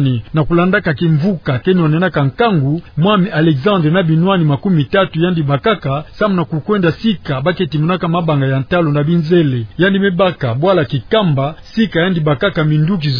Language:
Kituba (Democratic Republic of Congo)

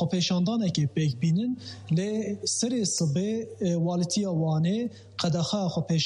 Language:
Kurdish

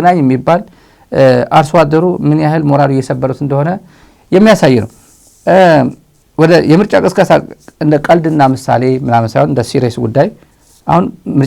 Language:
Amharic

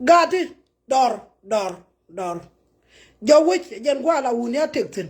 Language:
Nuer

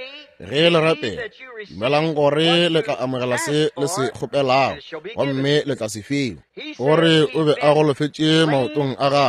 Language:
Northern Sotho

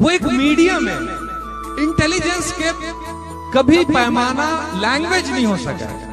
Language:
Chhattisgarhi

